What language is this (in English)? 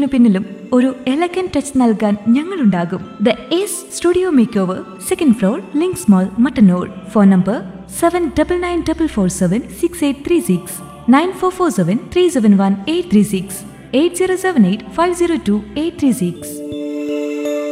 Malayalam